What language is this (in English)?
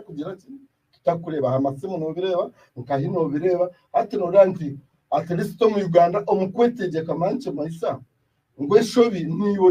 Nyankole